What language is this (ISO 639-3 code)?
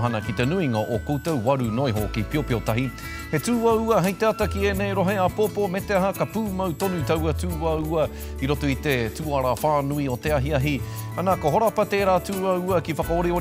mri